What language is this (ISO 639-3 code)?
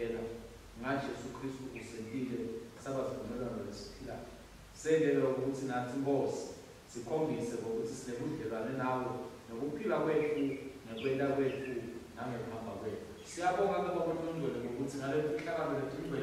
ssw